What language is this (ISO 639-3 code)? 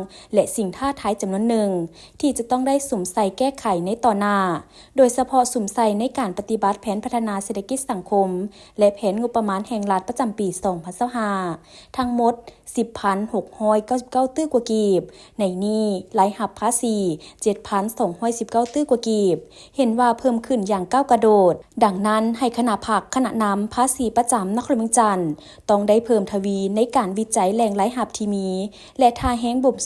lao